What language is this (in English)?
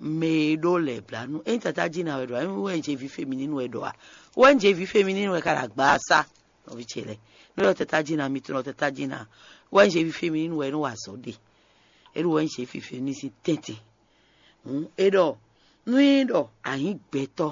Fon